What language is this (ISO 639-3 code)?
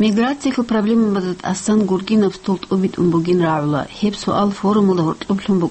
ava